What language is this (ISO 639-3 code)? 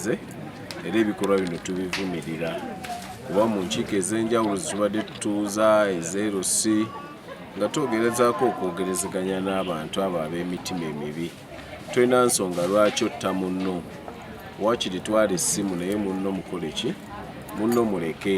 lug